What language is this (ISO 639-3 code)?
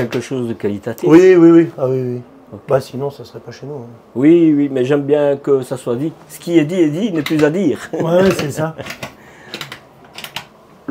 fra